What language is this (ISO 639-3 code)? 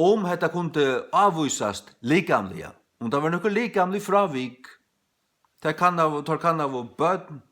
fao